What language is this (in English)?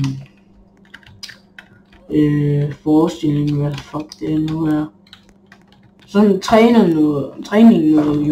Danish